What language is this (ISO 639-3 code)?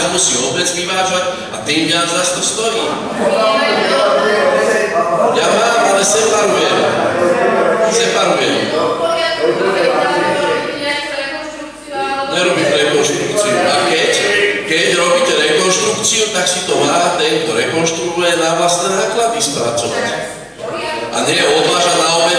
slk